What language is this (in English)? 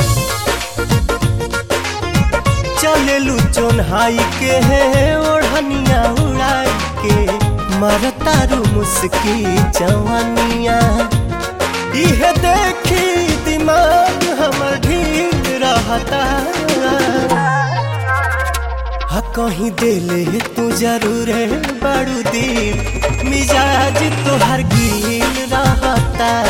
Bhojpuri